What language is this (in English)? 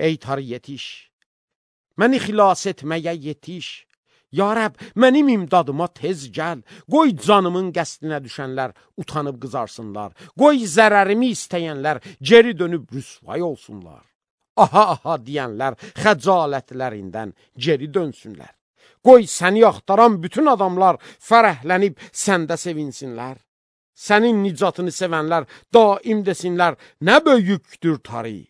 Azerbaijani